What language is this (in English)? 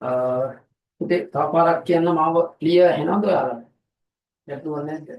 Sinhala